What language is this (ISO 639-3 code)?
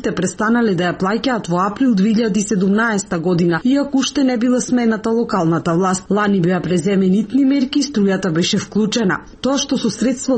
mkd